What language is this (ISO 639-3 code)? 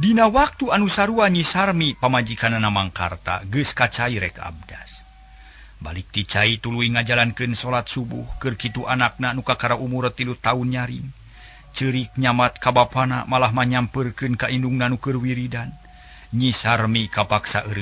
sun